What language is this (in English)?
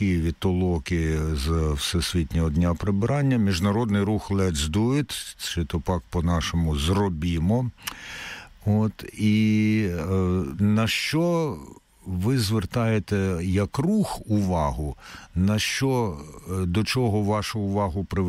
Ukrainian